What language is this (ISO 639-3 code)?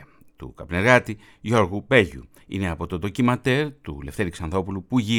ell